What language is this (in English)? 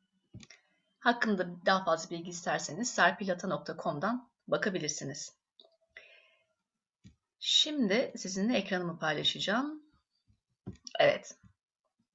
Turkish